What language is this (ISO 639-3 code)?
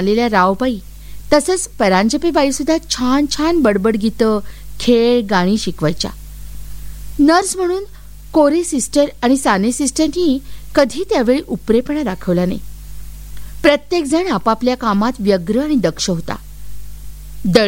mar